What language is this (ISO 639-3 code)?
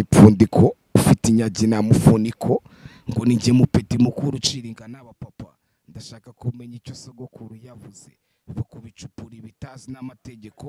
kin